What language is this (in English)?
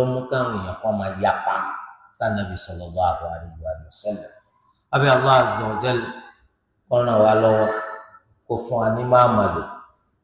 Yoruba